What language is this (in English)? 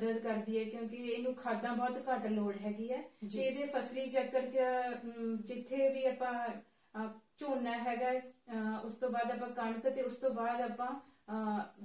Punjabi